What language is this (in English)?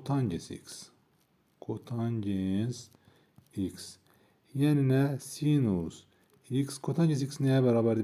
Azerbaijani